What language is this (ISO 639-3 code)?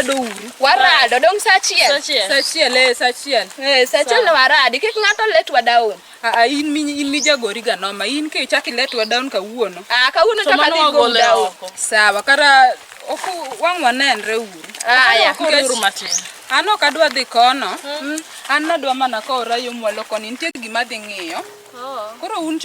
luo